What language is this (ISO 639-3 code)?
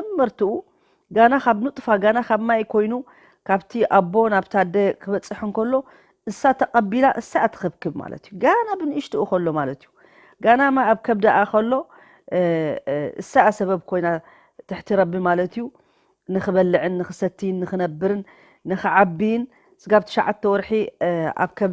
tir